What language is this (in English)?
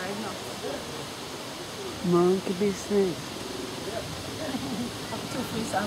Swedish